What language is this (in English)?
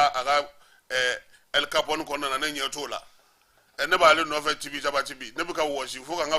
Bambara